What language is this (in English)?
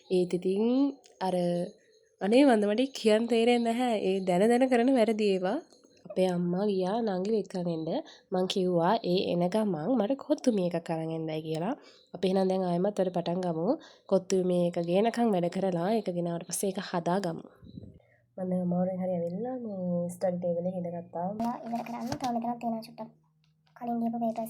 Sinhala